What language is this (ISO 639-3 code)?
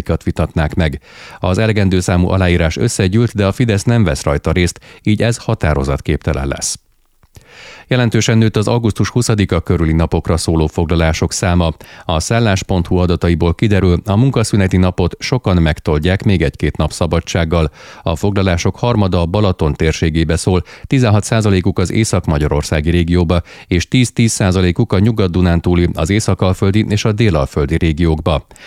hun